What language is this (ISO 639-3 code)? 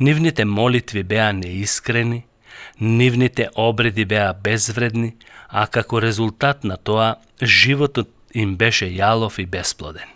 mkd